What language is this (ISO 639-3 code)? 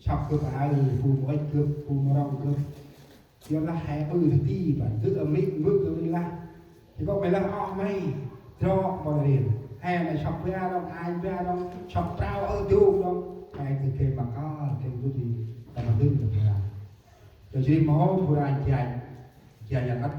cmo